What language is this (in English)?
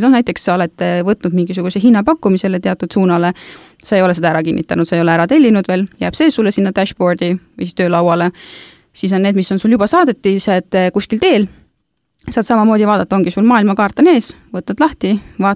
Estonian